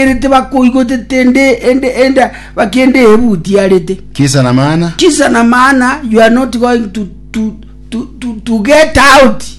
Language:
Gusii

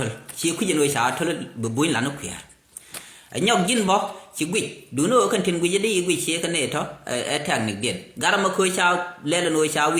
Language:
Nuer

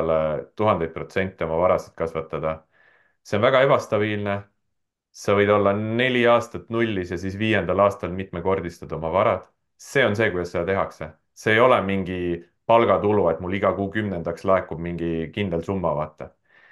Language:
Estonian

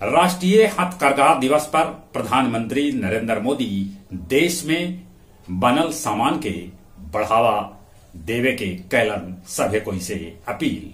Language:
Magahi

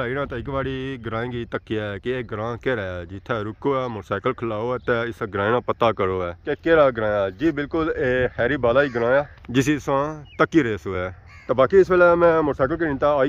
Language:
Pahari-Potwari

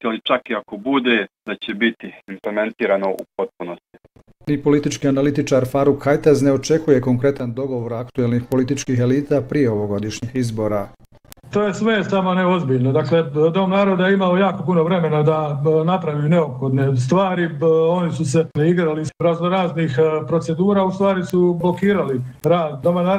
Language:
Bosnian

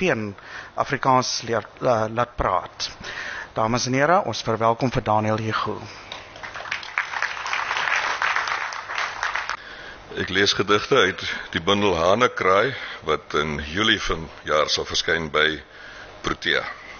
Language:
Afrikaans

